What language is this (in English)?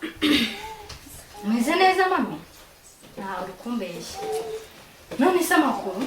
Kinyarwanda